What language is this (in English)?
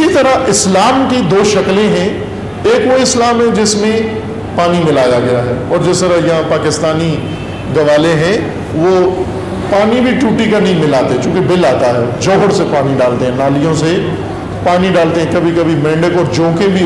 Urdu